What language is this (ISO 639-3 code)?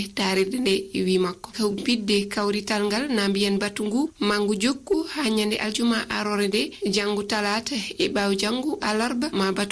ful